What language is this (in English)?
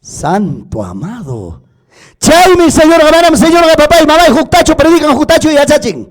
Ayacucho Quechua